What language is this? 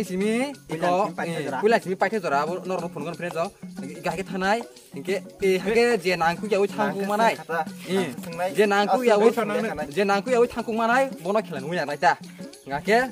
Kok Borok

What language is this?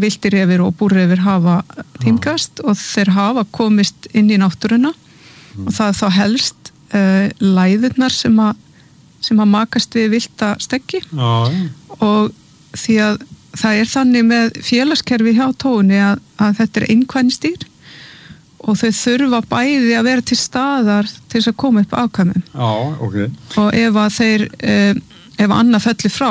Icelandic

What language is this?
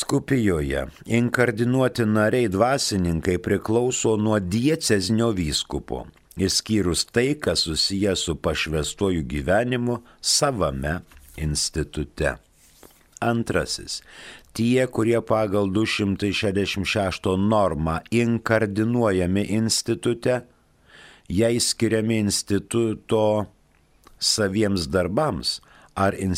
Lithuanian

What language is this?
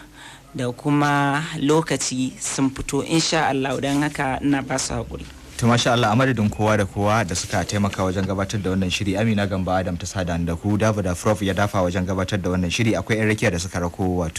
Hausa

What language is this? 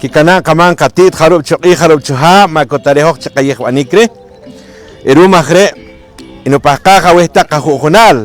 Poqomchi'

